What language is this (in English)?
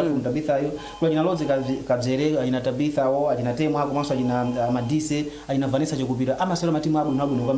Nyanja